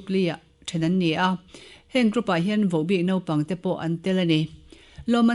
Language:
Mizo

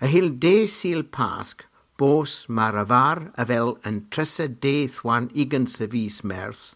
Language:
Cornish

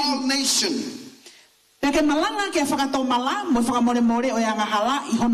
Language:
Tongan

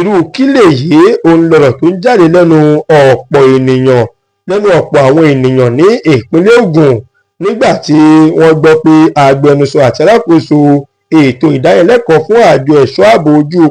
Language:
Yoruba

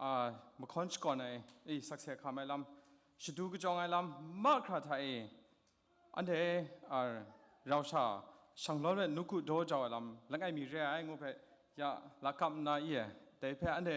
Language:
Kachin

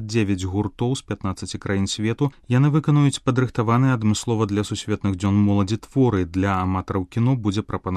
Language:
Belarusian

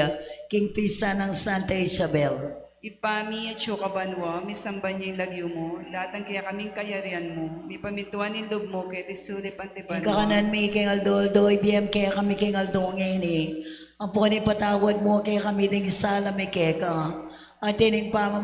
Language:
Pampanga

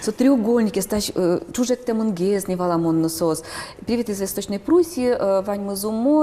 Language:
Udmurt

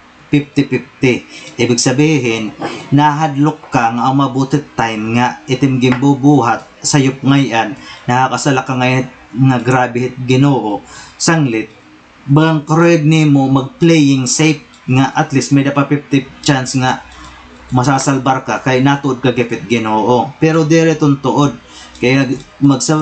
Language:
Waray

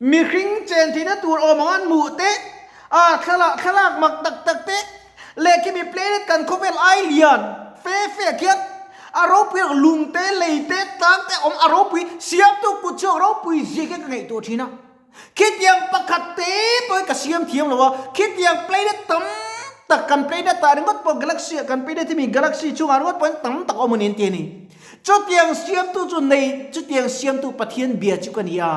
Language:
Mizo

